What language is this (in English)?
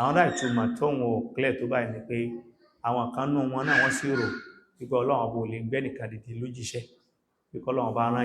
Yoruba